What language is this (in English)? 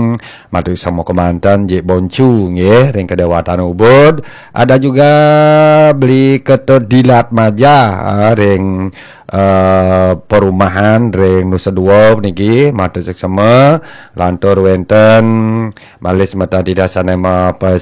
Balinese